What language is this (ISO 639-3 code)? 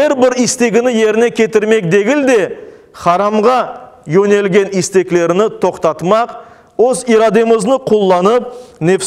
crh